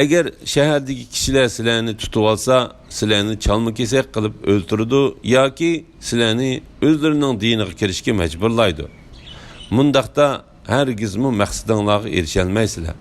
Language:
Uyghur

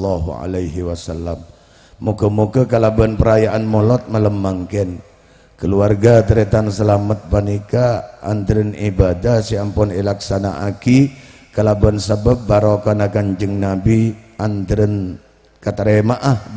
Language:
Madurese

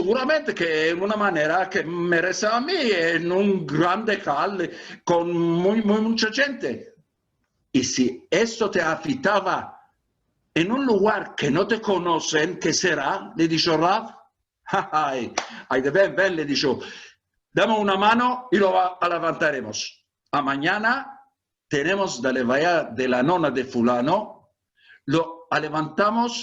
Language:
Ladino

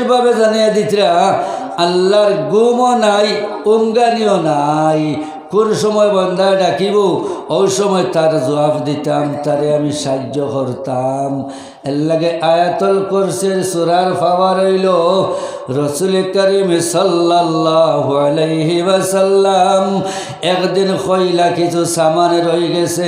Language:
Sylheti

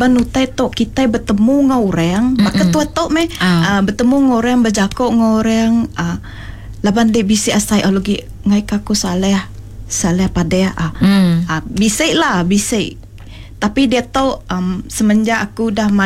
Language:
Iban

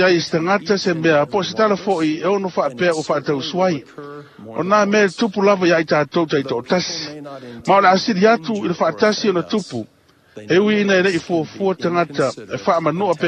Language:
Samoan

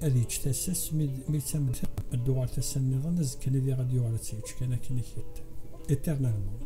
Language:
Kabyle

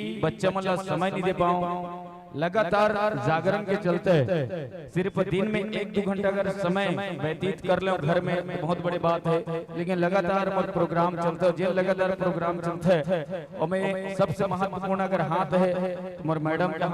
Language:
Chhattisgarhi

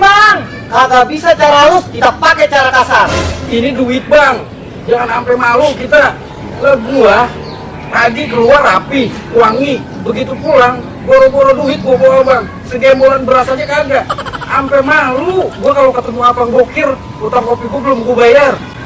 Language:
Betawi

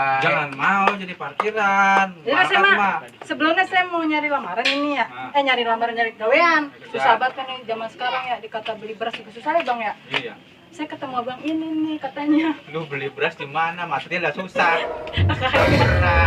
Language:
Betawi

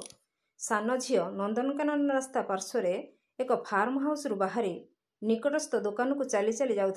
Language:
Odia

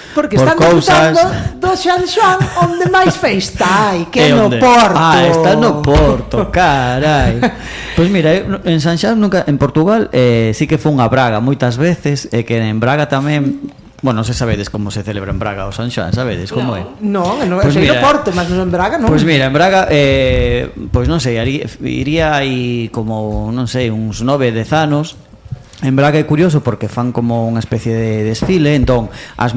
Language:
Galician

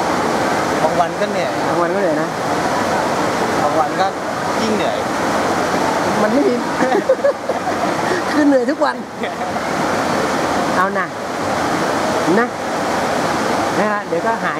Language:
Thai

